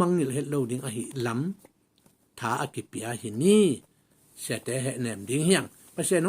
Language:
Tedim Chin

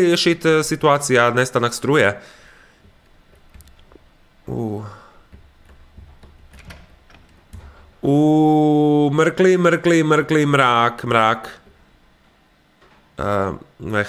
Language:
Croatian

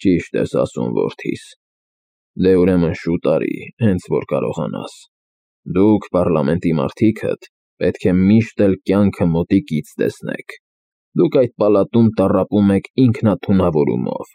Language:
Armenian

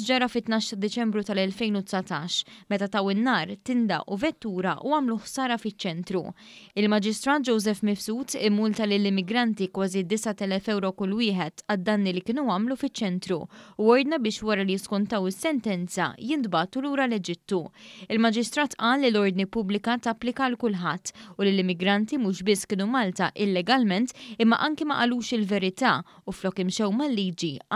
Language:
Maltese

